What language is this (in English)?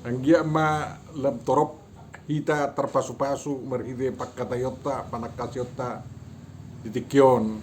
Batak Toba